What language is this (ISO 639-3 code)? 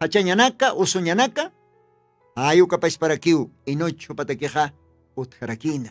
aym